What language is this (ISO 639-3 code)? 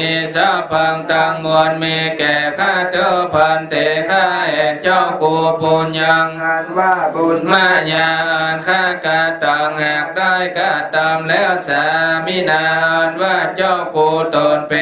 pli